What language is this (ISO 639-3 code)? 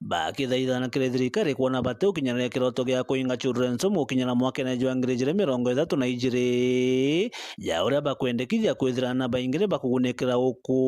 mer